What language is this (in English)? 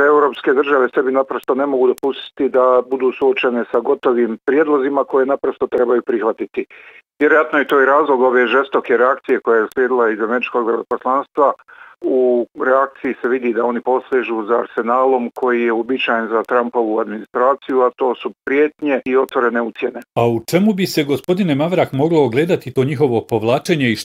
Bosnian